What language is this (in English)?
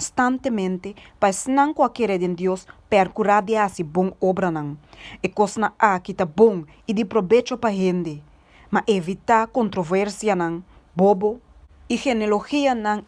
Papiamento